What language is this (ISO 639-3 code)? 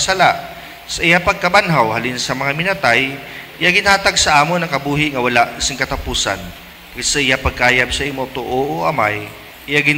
hil